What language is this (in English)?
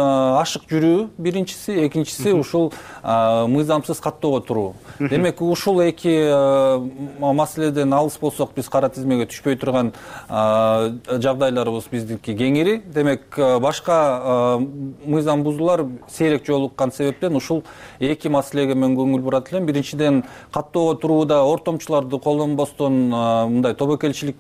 Kyrgyz